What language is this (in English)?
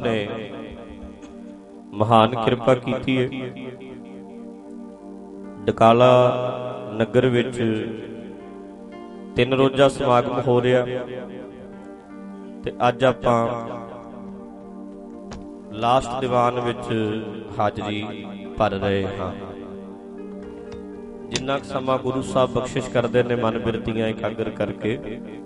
Punjabi